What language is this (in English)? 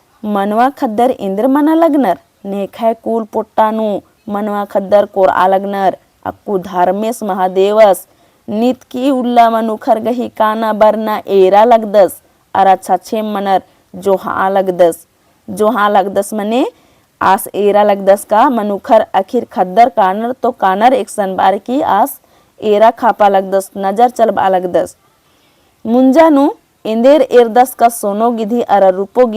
Kurukh